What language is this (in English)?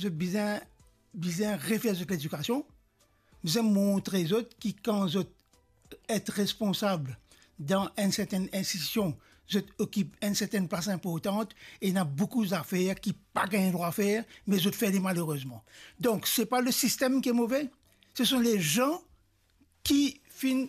Morisyen